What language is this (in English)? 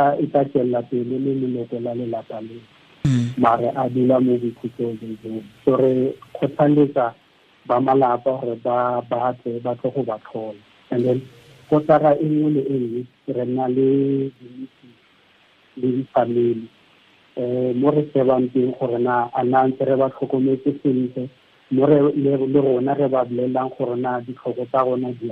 Tswana